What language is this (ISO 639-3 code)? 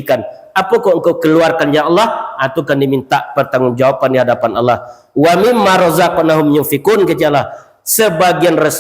min